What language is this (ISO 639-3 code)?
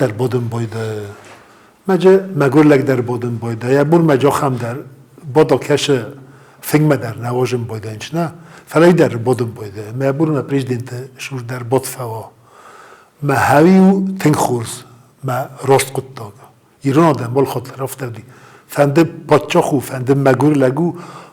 oss